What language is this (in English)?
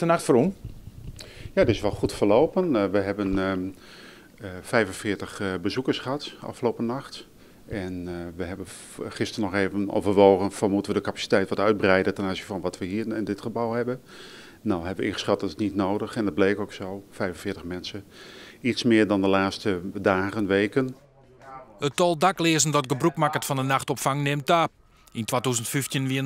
Western Frisian